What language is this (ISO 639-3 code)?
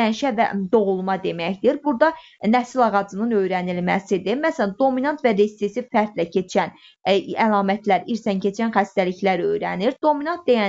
aze